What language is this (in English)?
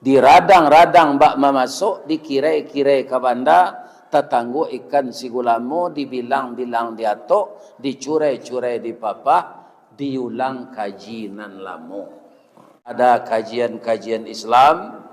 Minangkabau